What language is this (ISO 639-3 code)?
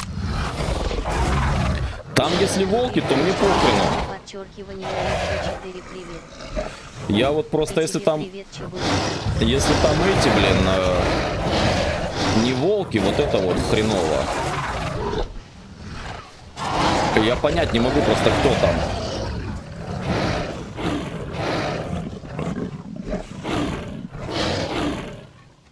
rus